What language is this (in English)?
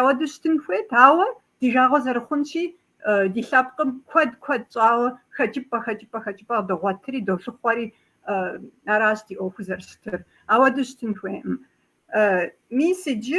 Kabardian